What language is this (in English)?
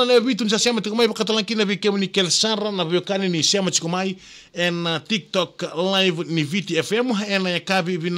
Fijian